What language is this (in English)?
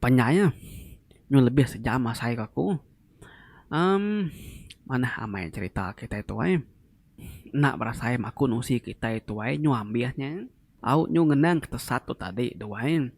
Iban